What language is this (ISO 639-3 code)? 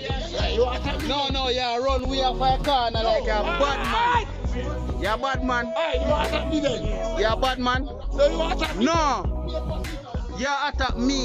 jam